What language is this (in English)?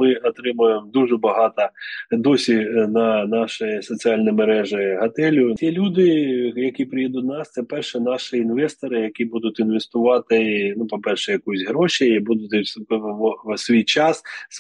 Ukrainian